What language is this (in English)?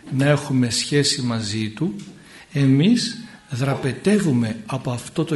Greek